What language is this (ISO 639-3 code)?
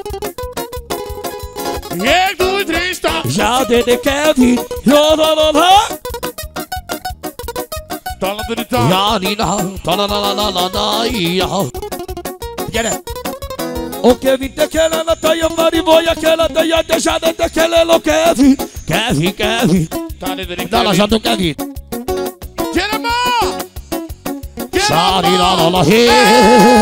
hun